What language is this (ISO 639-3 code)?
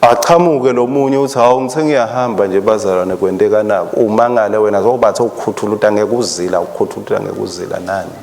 ssw